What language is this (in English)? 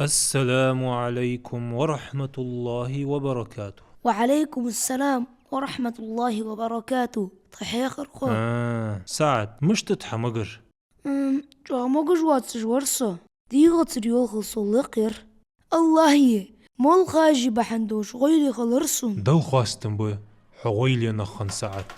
Ingush